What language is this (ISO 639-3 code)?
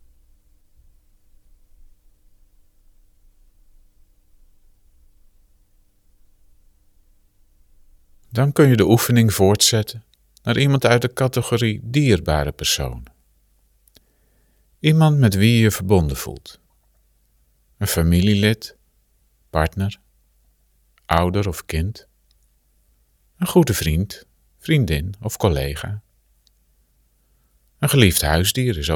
nld